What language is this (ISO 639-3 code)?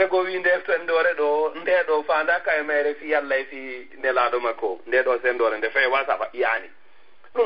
ful